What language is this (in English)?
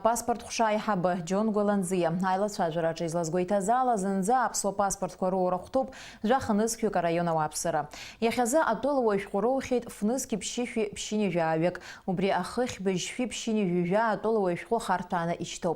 Abkhazian